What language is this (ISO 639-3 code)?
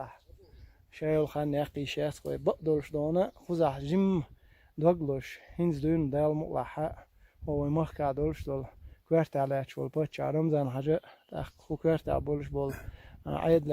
che